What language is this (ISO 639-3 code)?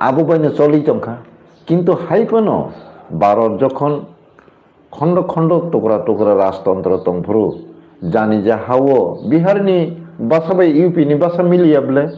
trp